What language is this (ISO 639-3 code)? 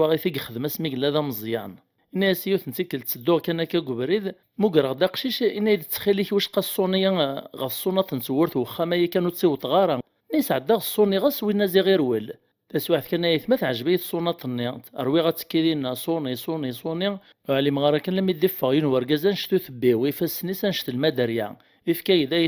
kab